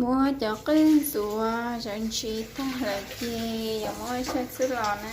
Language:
Hmong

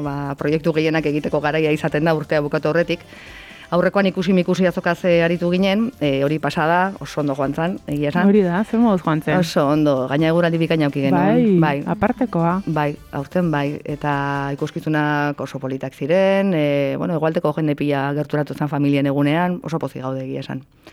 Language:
Basque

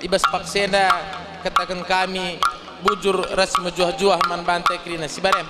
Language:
Batak Karo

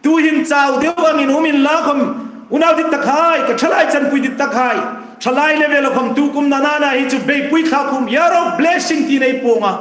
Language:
Hmar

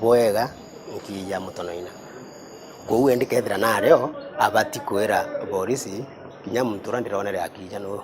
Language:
Meru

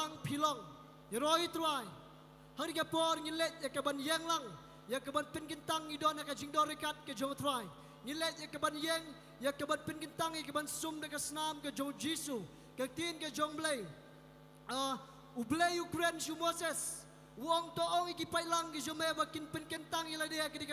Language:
Khasi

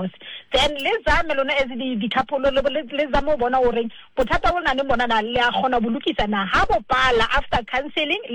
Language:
Southern Sotho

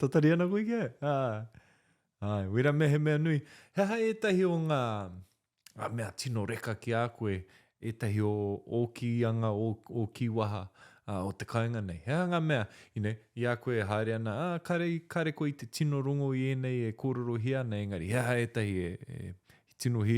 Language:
Māori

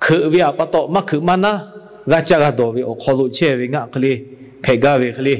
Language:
Lahu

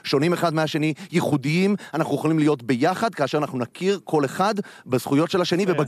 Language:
Hebrew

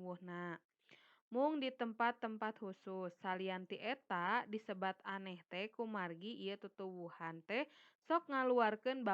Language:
Sundanese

